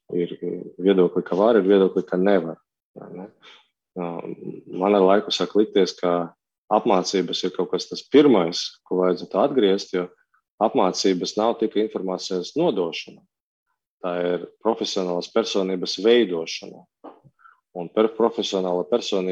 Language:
Latvian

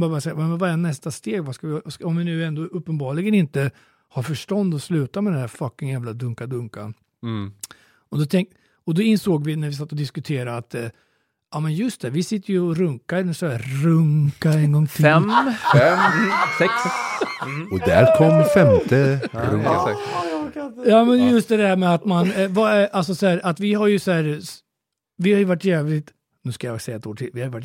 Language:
Swedish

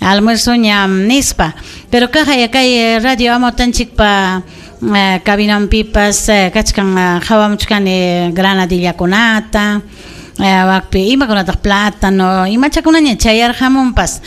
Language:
Ayacucho Quechua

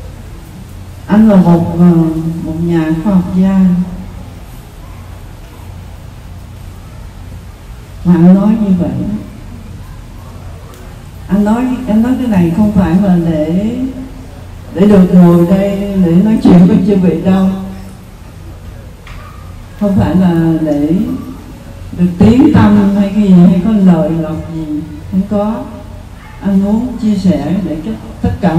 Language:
Vietnamese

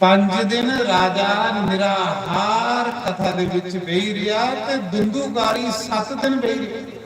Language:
Dogri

